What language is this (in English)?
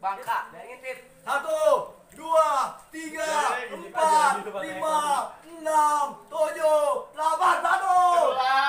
Betawi